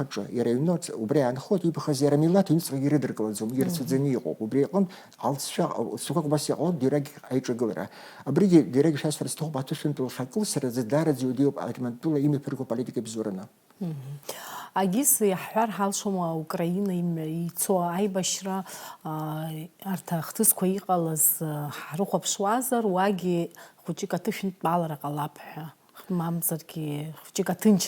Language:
Abkhazian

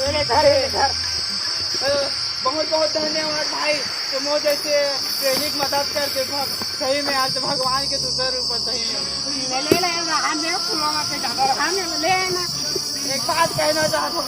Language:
Chhattisgarhi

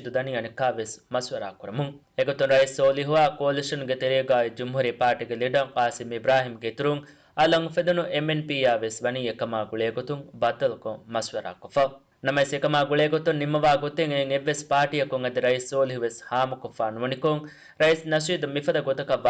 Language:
Divehi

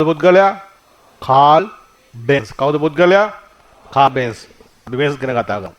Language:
Sinhala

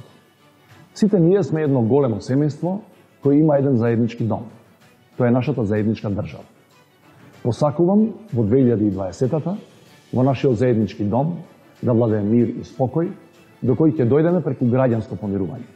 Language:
Macedonian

